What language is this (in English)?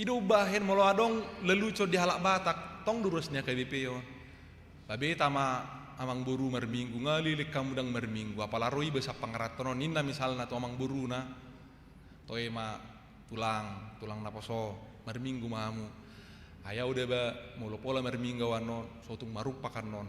Batak Toba